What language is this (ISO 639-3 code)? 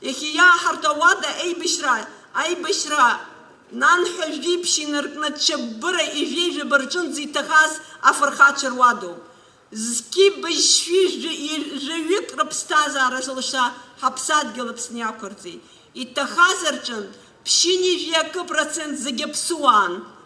abk